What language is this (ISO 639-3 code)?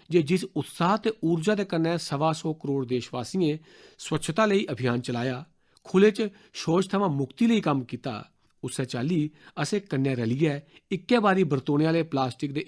doi